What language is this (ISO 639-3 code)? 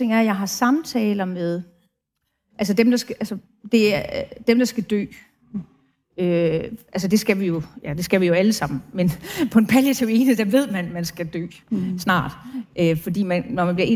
dan